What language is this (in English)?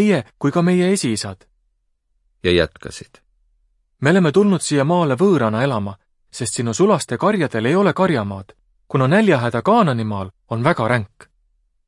Estonian